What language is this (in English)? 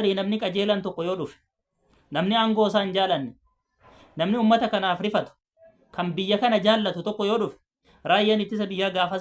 Oromo